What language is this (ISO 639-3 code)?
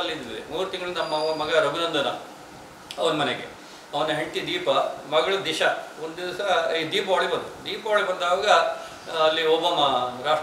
kan